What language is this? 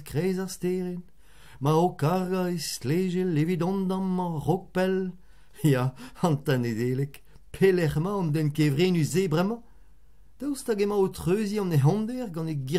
Breton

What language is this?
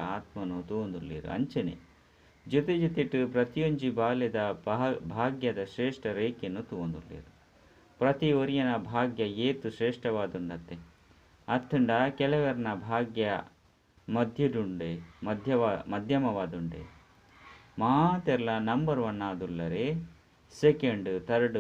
Tulu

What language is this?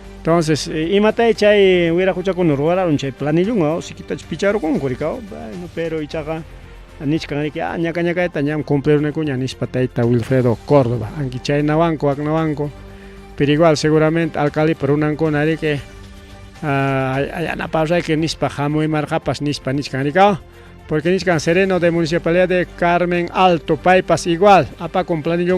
Ayacucho Quechua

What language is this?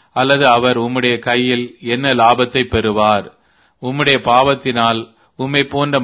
Tamil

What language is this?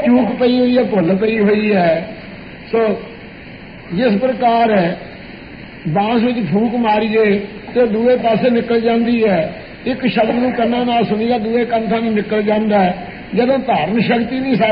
Punjabi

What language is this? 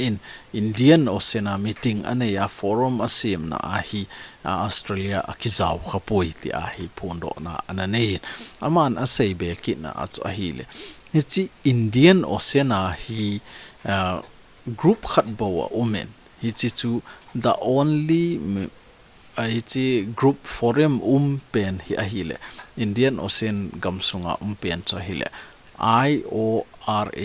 Thado Chin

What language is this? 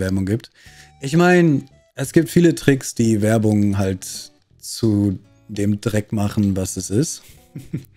German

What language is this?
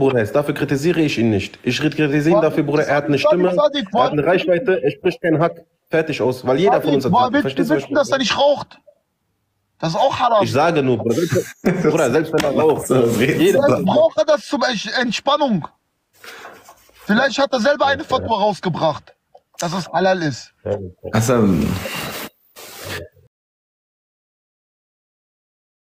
German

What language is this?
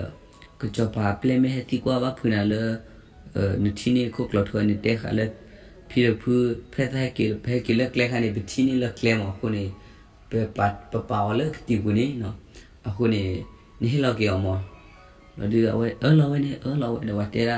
S'gaw Karen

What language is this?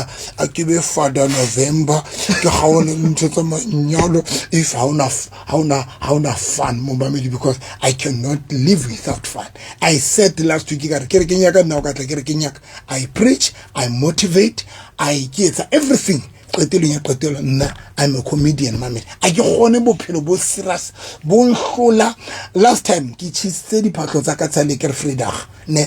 Southern Sotho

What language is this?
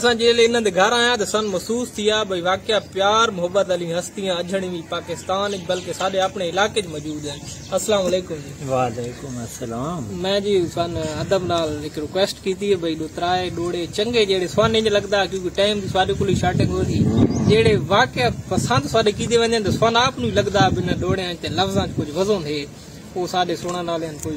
Saraiki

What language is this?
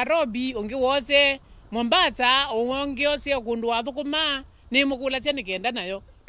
Kamba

